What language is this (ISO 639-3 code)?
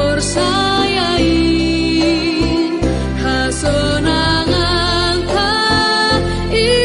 bts